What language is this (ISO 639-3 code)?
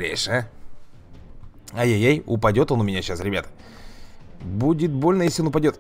rus